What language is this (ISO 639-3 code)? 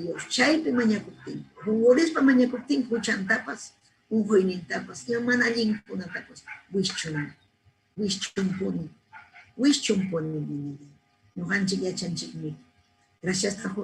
quy